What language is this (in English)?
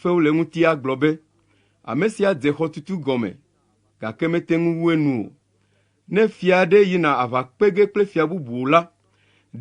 Ewe